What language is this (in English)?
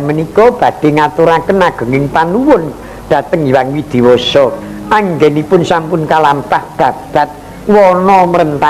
Javanese